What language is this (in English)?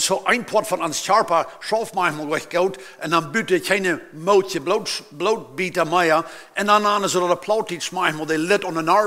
Plautdietsch